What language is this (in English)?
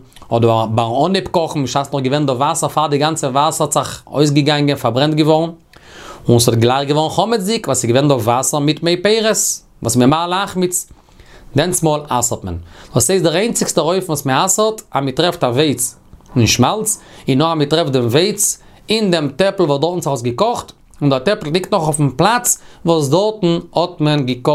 Yiddish